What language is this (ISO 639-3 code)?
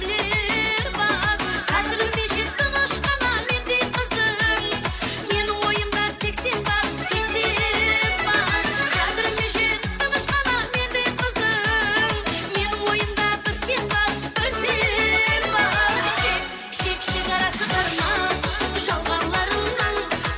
kaa